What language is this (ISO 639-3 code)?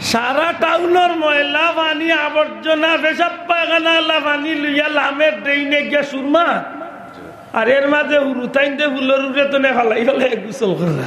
syl